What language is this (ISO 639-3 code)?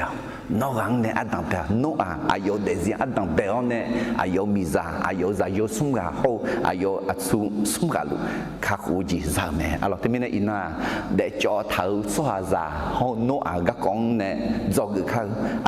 ahk